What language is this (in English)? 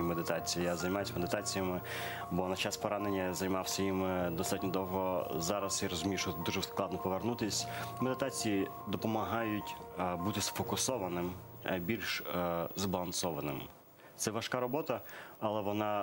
Ukrainian